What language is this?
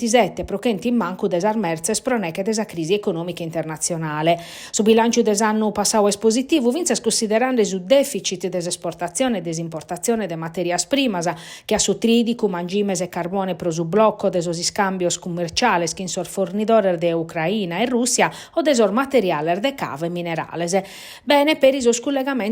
Sardinian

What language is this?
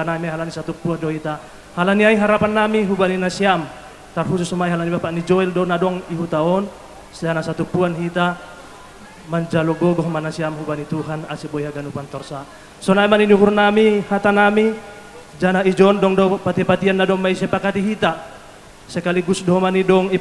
Batak Simalungun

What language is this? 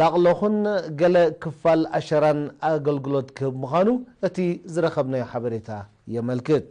Tigrinya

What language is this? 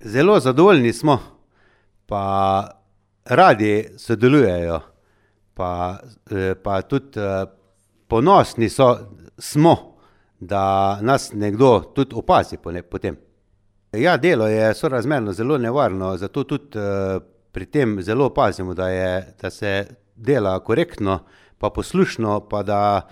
Slovenian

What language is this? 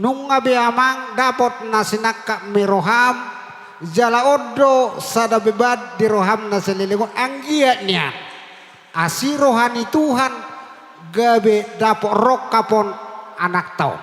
Batak Toba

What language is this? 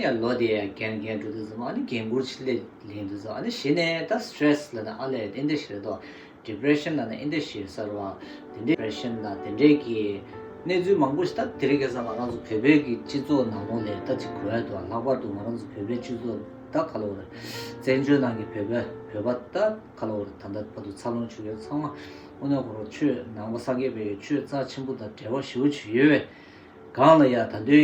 Tibetan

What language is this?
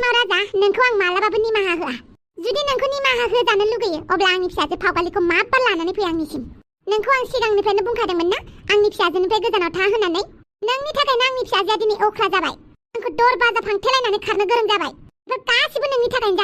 Bodo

